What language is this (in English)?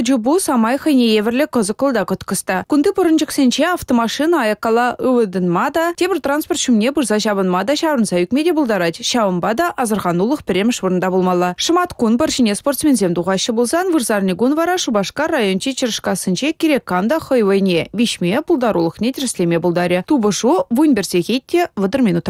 Chuvash